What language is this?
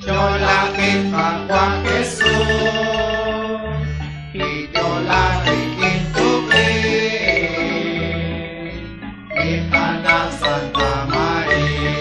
Kekchí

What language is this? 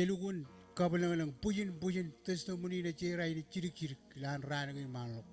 Marshallese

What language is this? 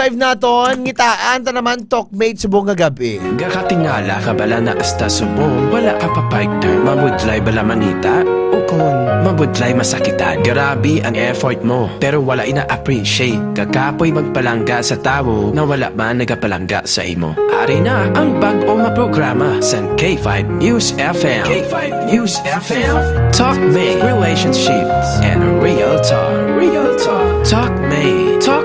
Hiligaynon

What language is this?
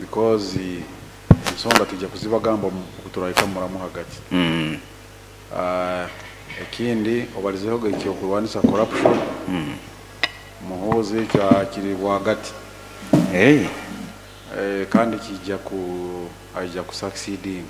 Nyoro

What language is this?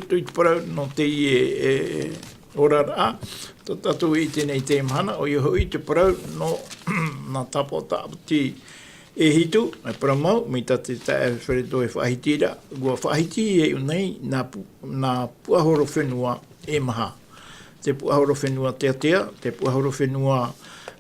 Tahitian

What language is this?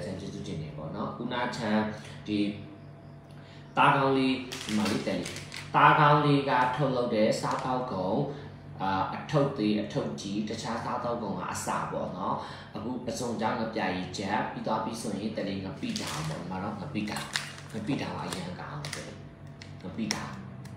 Burmese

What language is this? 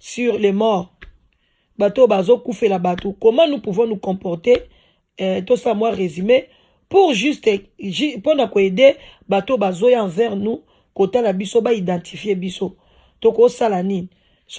Lingala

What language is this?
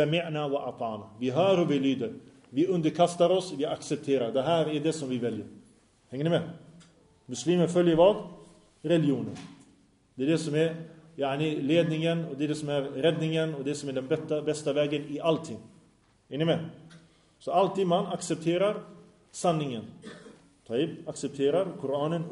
Swedish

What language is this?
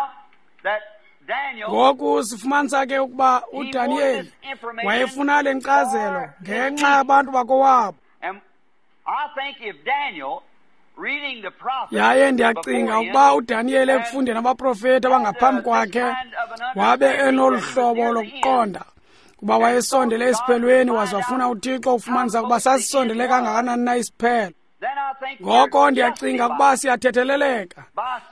Xhosa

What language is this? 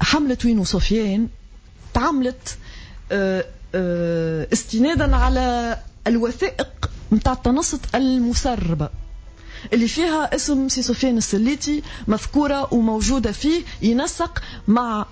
Tunisian Arabic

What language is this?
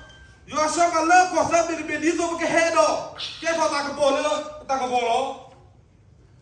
S'gaw Karen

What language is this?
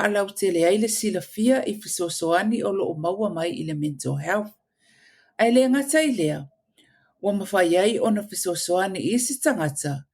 Samoan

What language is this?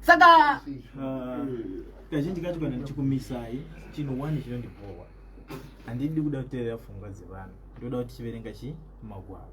Shona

